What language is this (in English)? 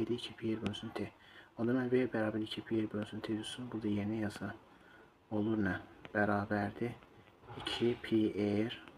Azerbaijani